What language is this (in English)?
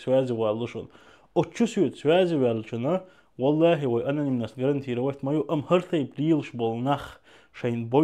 Chechen